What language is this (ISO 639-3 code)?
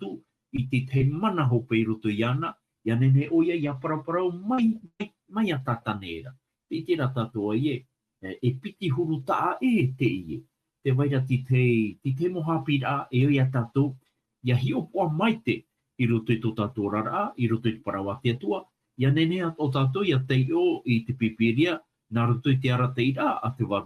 tah